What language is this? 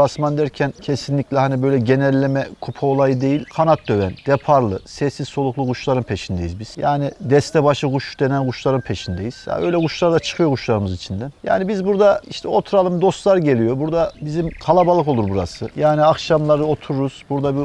Turkish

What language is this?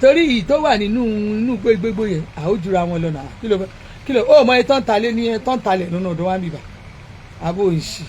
Yoruba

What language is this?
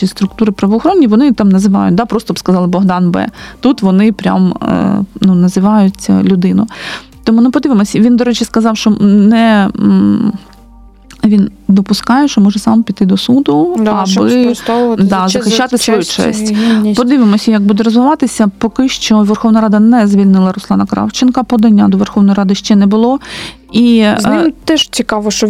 Ukrainian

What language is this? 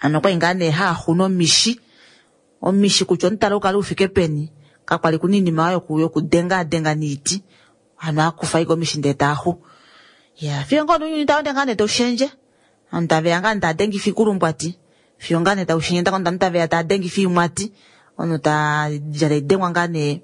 Kuanyama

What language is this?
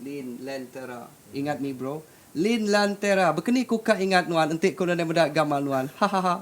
Iban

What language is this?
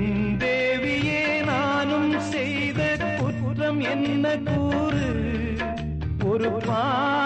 Tamil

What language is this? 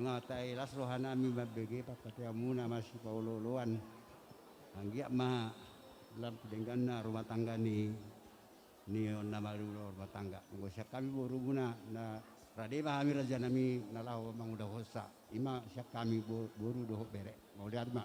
Batak Simalungun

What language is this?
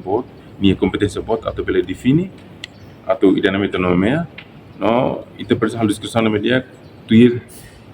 Tetum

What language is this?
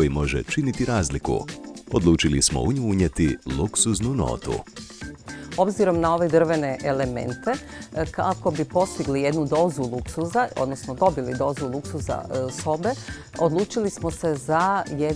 Croatian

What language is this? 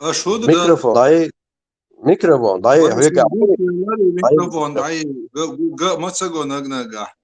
Chechen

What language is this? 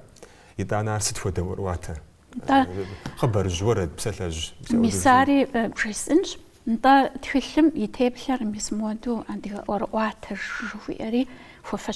Kabardian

